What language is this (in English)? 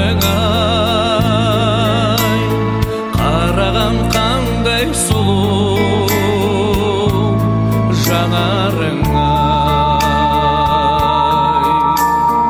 Kazakh